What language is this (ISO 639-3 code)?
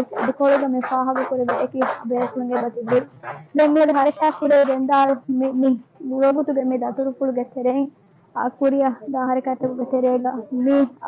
div